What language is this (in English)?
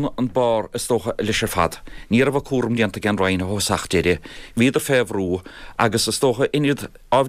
Irish